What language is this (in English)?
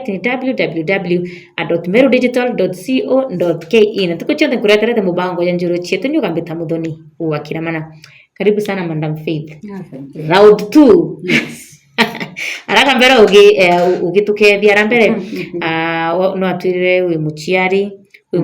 Meru